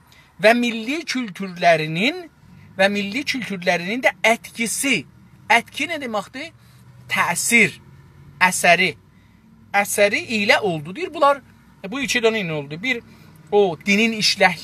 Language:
South Azerbaijani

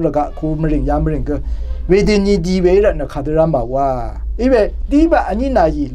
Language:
Rawang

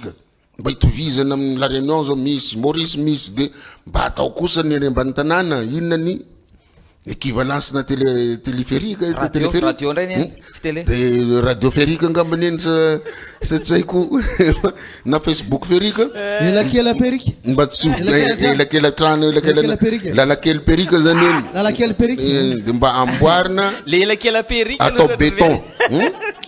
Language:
Malagasy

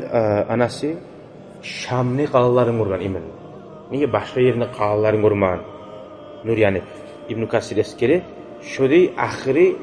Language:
Kumyk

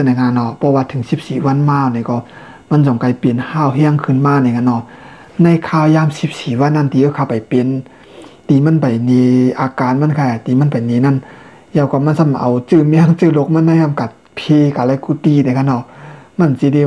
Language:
Shan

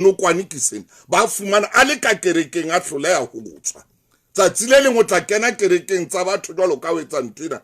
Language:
Southern Sotho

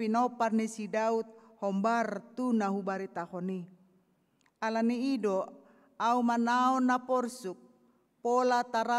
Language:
Batak Toba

